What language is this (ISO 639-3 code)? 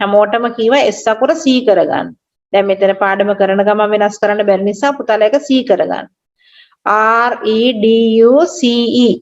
sin